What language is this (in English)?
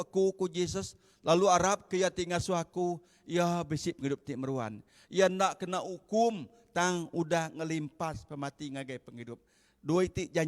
Iban